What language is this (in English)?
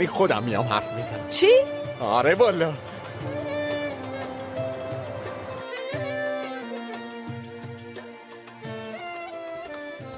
Persian